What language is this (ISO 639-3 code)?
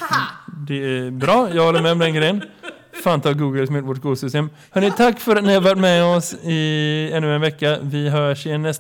swe